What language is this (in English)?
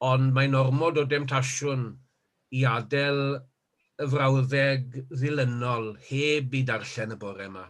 Welsh